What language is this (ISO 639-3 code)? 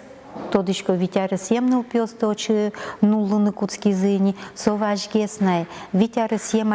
udm